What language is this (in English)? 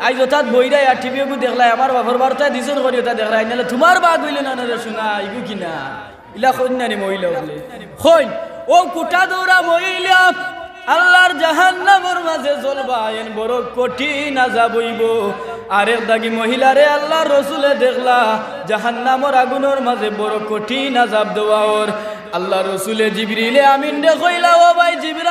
Sylheti